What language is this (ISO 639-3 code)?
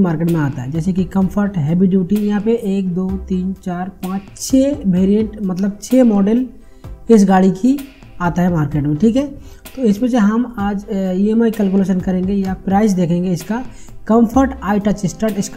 hin